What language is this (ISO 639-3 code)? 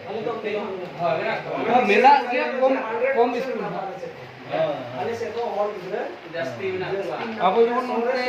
sat